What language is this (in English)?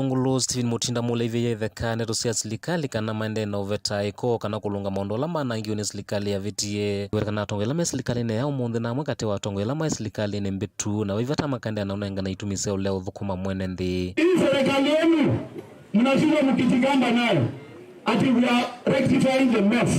Kamba